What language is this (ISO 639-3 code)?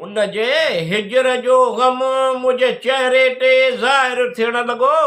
snd